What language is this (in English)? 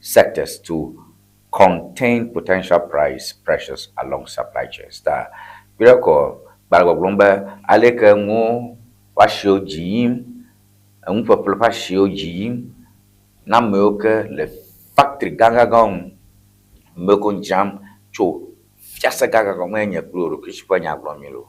Ewe